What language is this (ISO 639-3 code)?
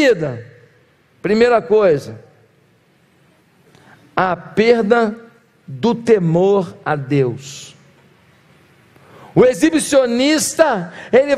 por